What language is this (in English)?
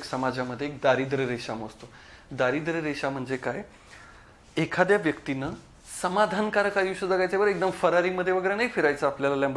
Marathi